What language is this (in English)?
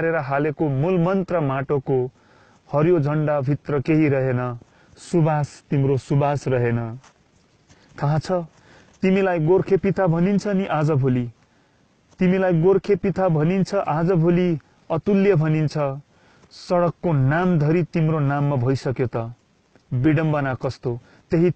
Nepali